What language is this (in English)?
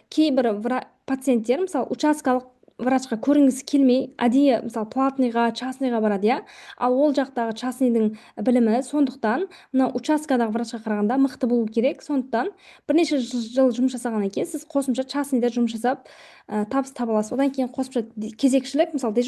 Kazakh